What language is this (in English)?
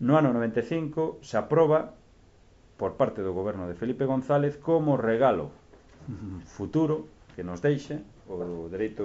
Galician